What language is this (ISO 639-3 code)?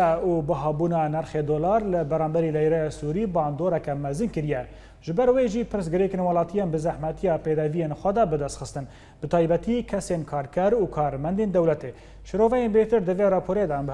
kur